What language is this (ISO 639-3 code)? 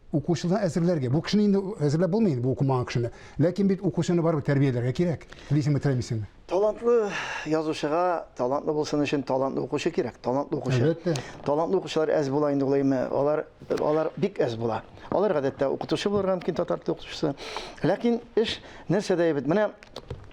tat